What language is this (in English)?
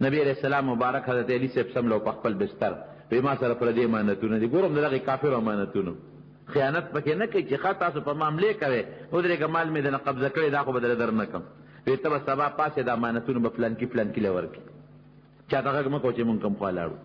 Pashto